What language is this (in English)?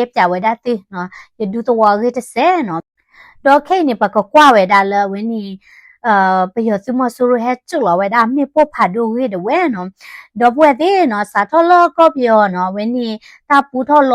S'gaw Karen